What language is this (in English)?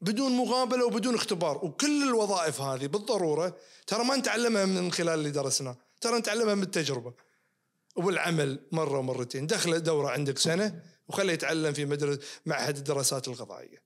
Najdi Arabic